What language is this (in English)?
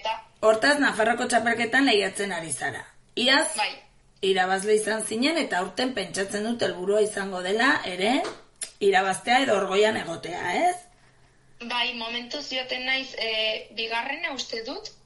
Basque